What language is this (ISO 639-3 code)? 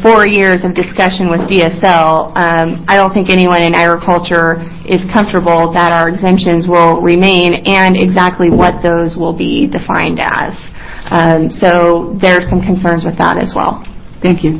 eng